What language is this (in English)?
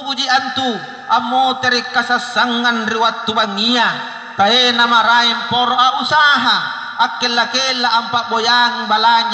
Makasar